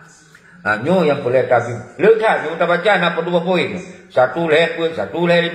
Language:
Achinese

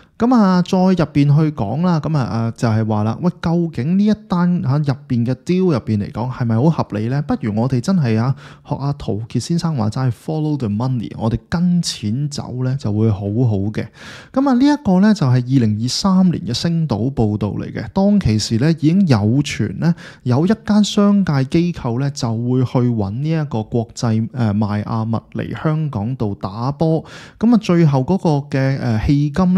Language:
Cantonese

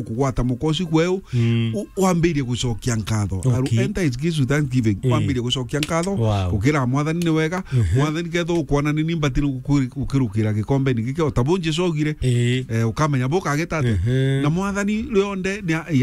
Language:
Meru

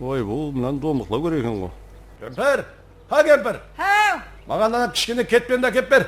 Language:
Kara-Kalpak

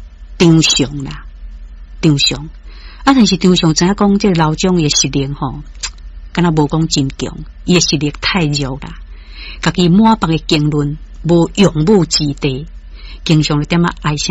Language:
Min Nan Chinese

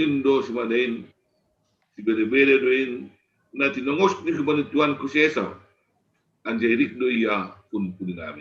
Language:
Batak Simalungun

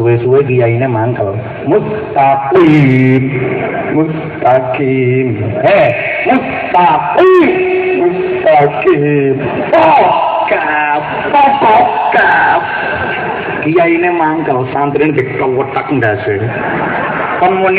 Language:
Javanese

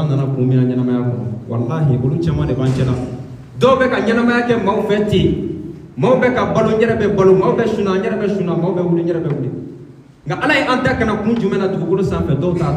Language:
Bambara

